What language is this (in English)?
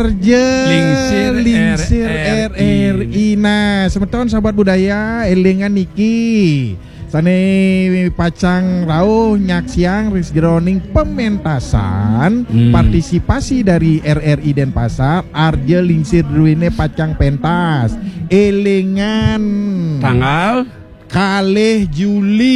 Balinese